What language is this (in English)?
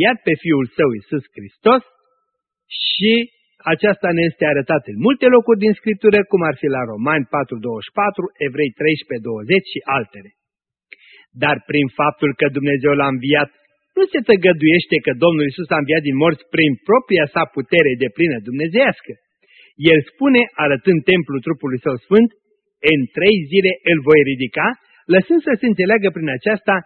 Romanian